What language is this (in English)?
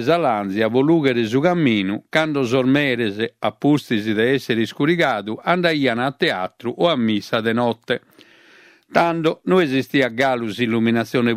Sardinian